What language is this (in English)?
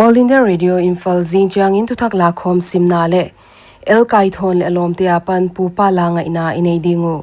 Paite Chin